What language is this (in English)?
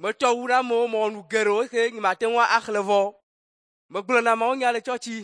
Ewe